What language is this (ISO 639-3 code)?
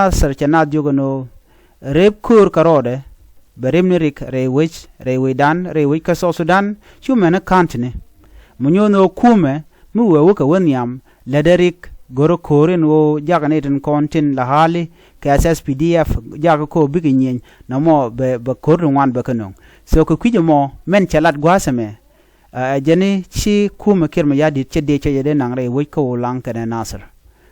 nus